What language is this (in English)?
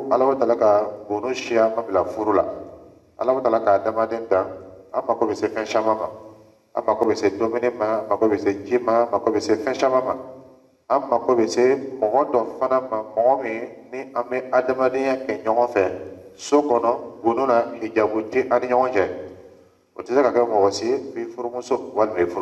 Dyula